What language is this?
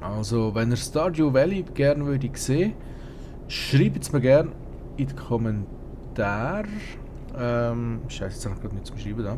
Swiss German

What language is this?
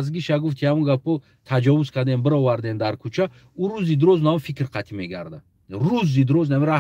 Tajik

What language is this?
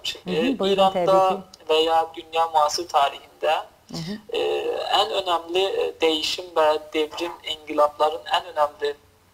South Azerbaijani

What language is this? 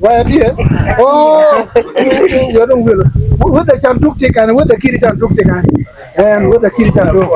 Acoli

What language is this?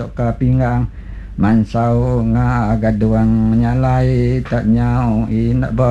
Iban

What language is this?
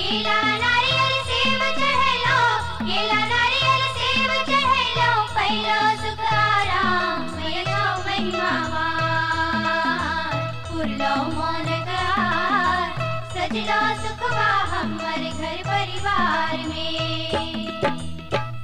Bhojpuri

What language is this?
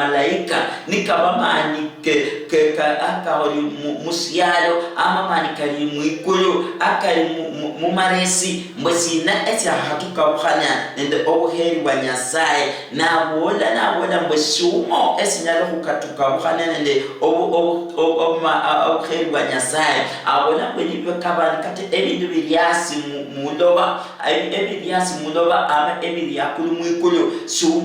Luyia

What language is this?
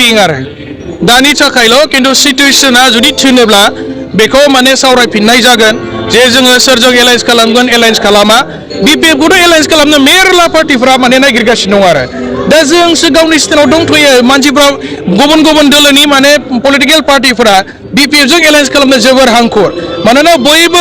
Bodo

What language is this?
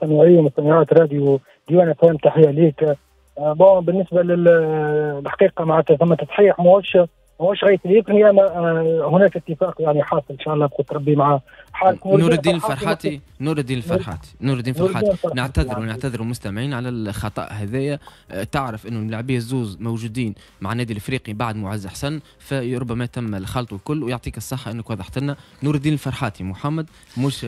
Tunisian Arabic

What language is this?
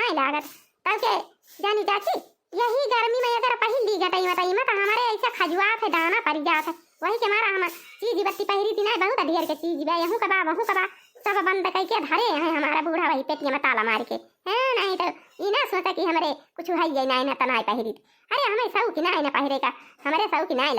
Awadhi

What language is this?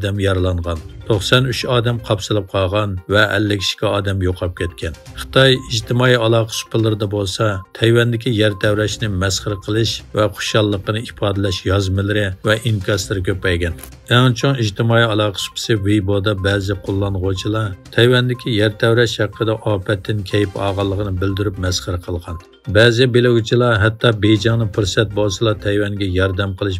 Uyghur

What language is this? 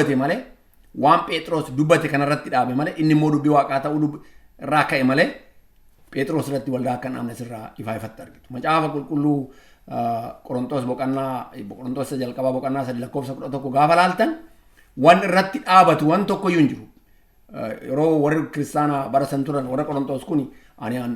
Oromo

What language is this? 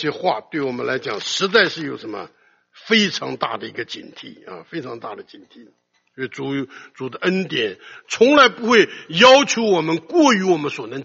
Chinese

